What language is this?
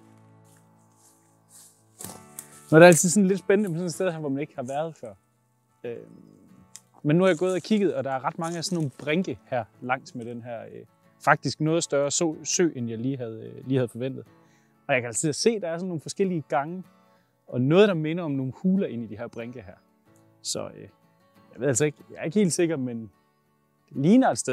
Danish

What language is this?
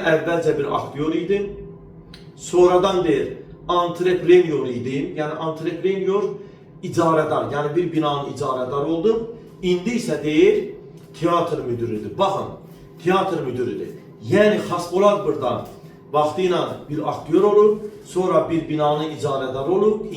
Azerbaijani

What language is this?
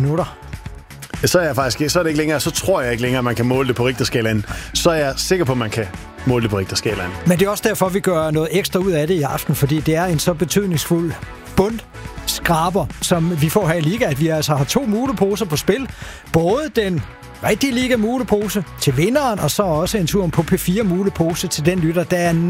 Danish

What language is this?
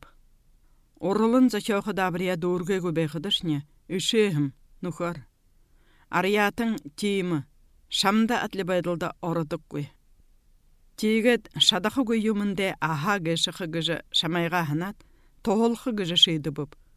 Buriat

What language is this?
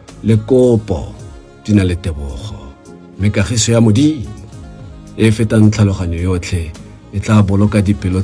Tswana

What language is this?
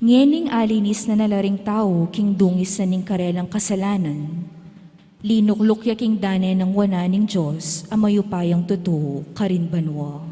Pampanga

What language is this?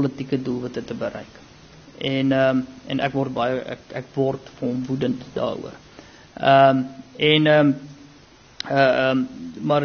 Afrikaans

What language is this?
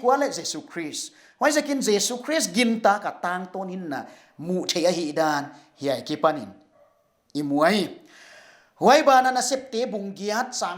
Paite Chin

